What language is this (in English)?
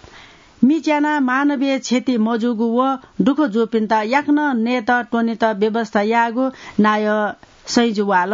Newari